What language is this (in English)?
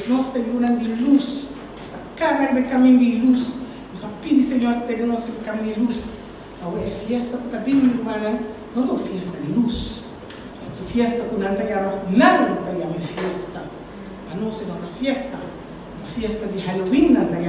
Papiamento